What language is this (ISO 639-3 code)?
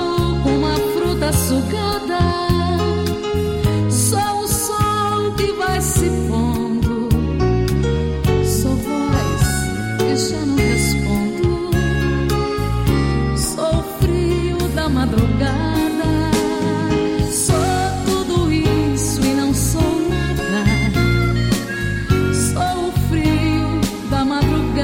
por